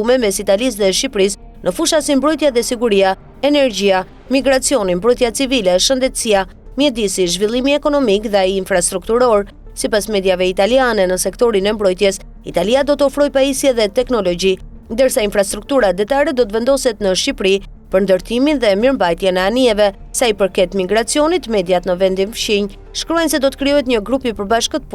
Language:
Albanian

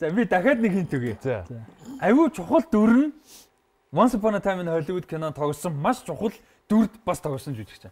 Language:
Mongolian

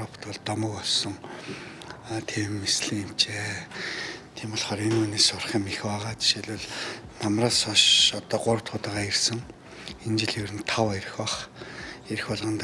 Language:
Mongolian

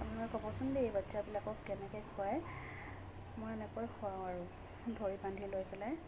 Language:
Assamese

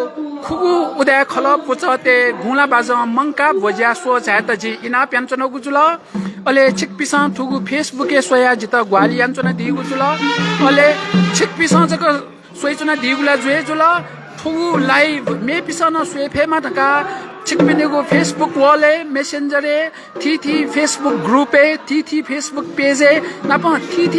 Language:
Newari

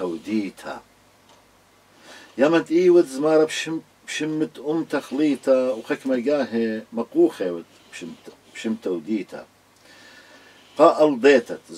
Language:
Assyrian Neo-Aramaic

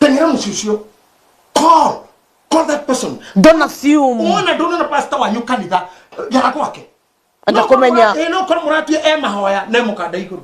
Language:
Kikuyu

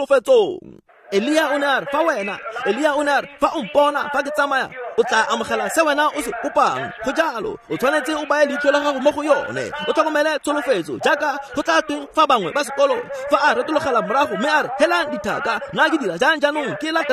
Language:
Tswana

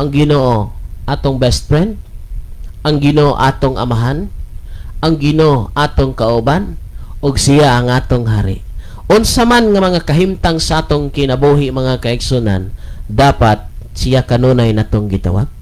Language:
Cebuano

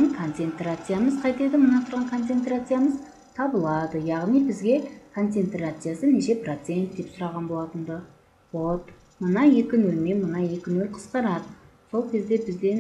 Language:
Kyrgyz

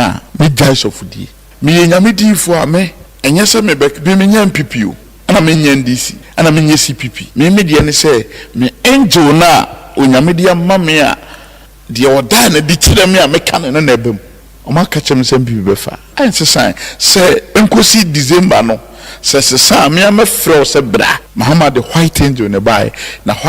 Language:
Akan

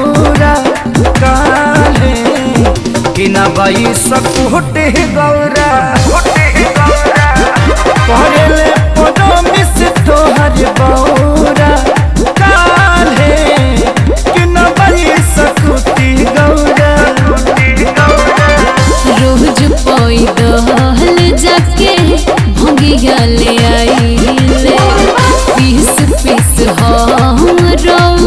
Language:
Bhojpuri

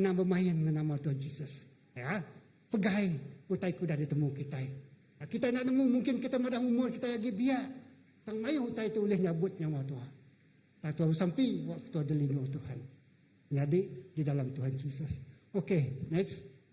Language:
Iban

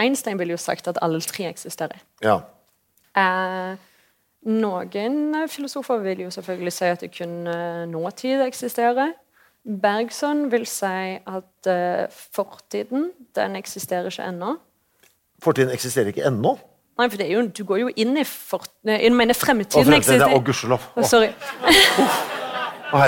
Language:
Norwegian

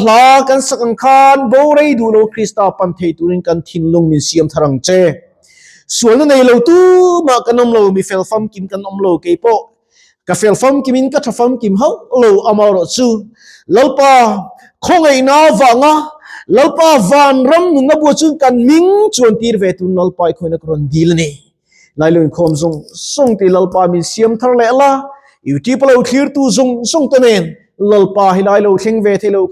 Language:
Mizo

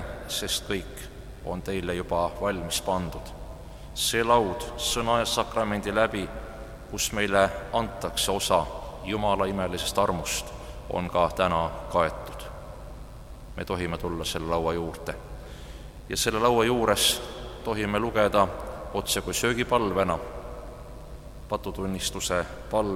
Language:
Estonian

